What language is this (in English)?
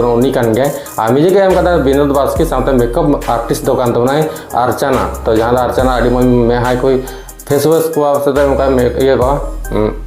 Santali